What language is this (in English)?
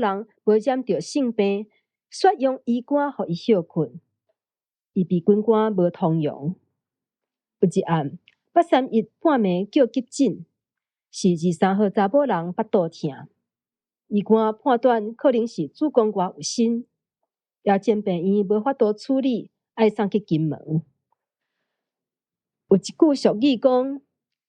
Min Nan Chinese